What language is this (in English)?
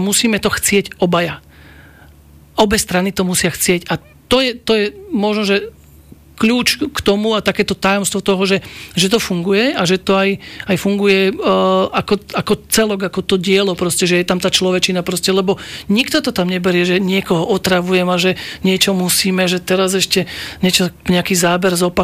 Slovak